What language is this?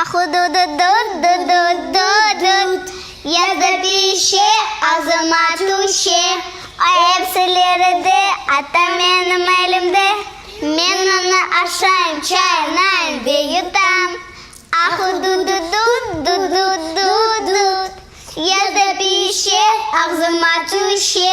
Crimean Tatar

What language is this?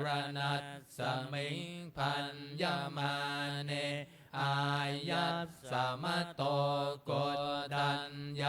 Pali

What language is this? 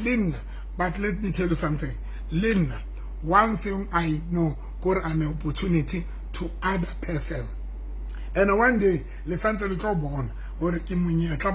Southern Sotho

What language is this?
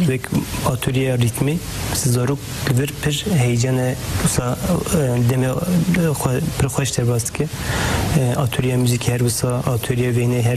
Kurdish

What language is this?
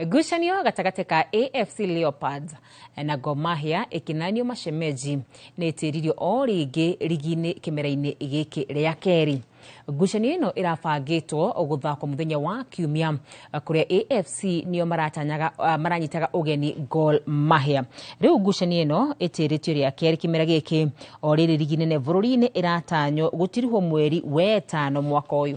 Kikuyu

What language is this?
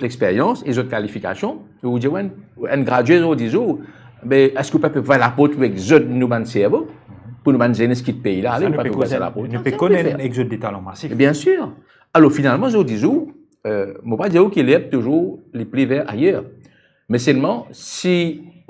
Morisyen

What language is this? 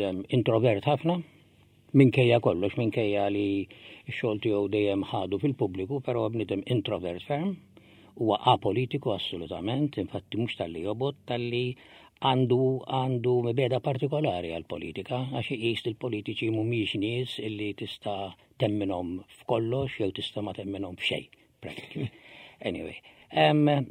Maltese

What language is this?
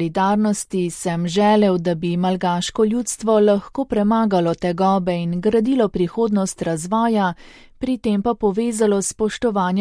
Slovenian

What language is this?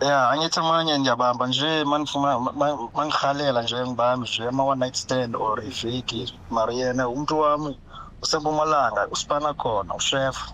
Zulu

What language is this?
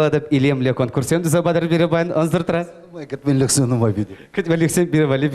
Chuvash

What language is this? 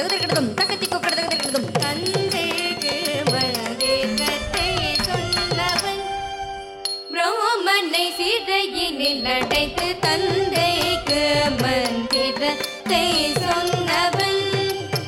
Tamil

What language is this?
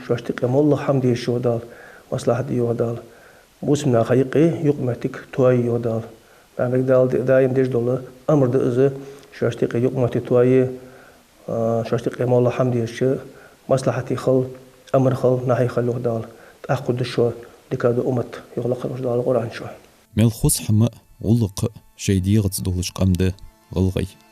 Ingush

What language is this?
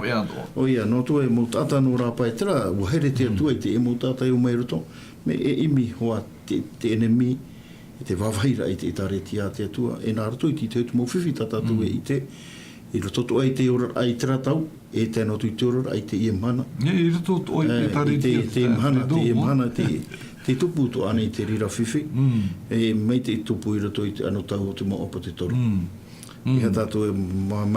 Tahitian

